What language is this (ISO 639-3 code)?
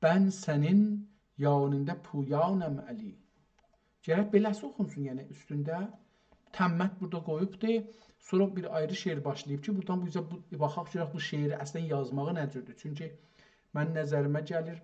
azb